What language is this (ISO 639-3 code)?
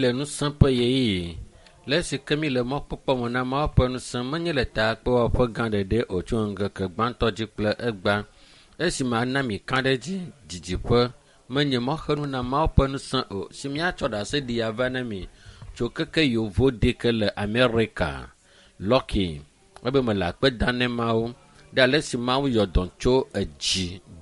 ewe